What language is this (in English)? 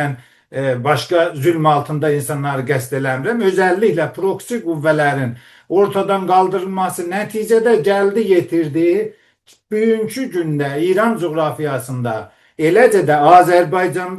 South Azerbaijani